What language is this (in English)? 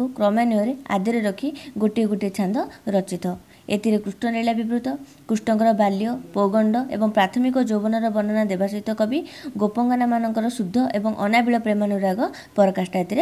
Odia